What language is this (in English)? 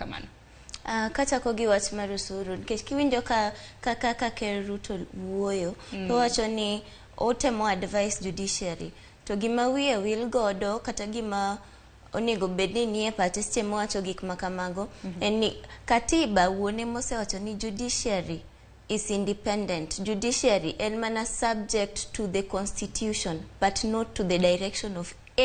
Luo (Kenya and Tanzania)